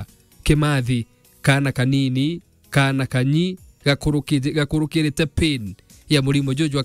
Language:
Meru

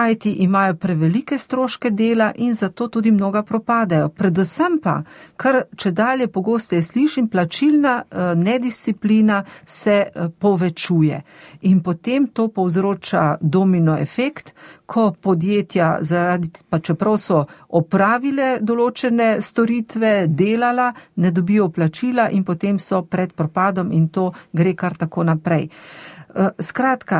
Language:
Slovenian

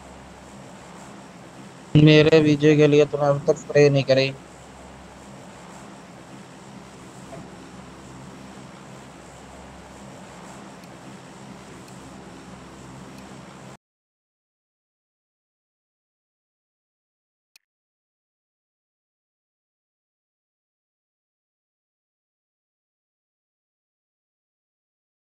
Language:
Hindi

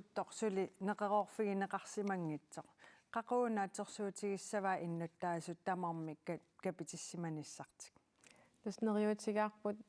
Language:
Kalaallisut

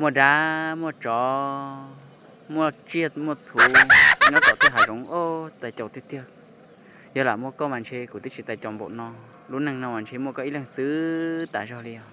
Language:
Hmong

